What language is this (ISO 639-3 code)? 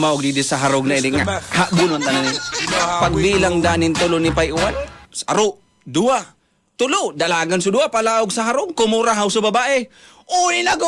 bik